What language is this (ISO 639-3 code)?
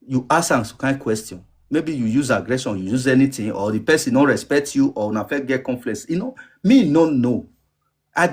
pcm